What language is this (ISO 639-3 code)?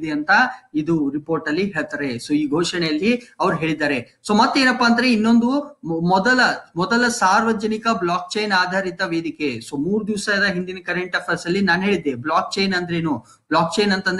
kan